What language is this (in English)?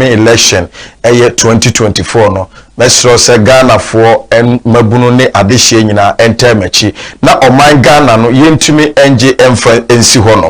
Akan